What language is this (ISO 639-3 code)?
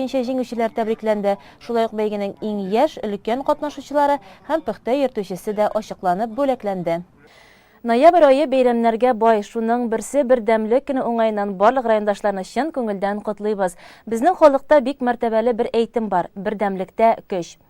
tat